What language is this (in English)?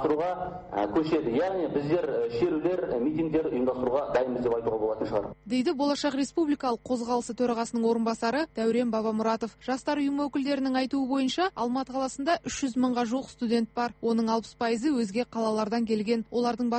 Kazakh